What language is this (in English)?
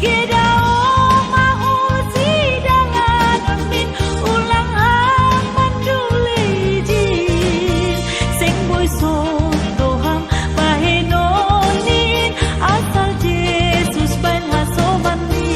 Batak Simalungun